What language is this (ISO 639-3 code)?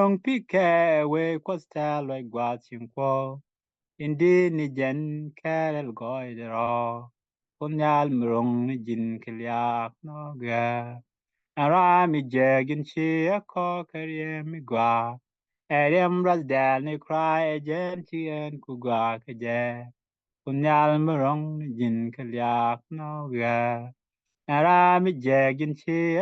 nus